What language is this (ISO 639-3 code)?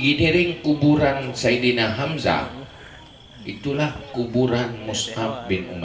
ace